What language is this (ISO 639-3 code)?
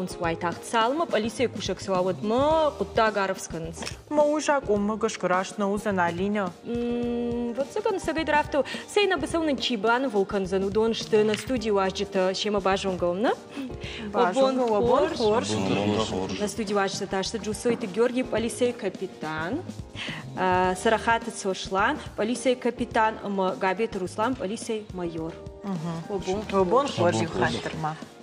oss